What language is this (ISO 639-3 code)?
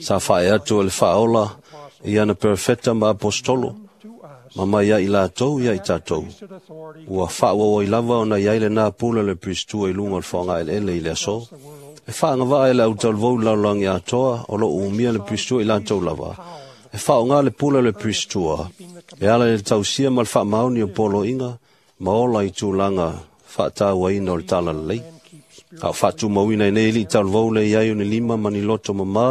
smo